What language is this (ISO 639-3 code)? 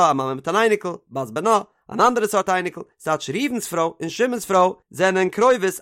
yid